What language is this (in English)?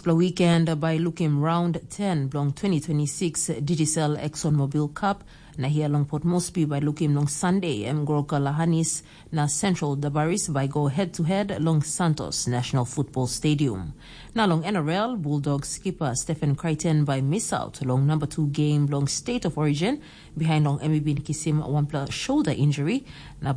Tok Pisin